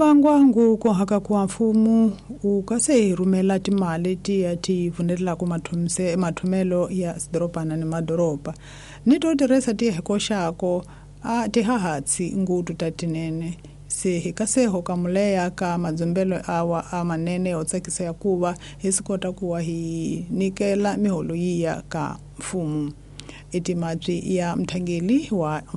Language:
Tsonga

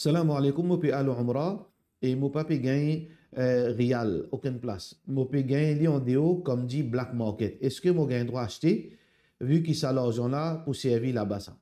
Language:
Morisyen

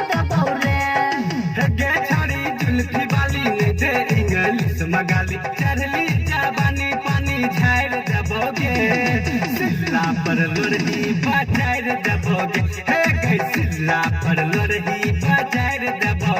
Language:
Maithili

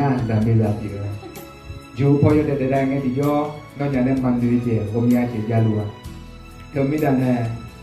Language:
Akha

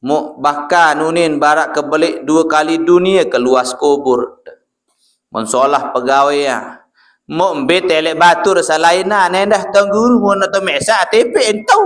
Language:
Sasak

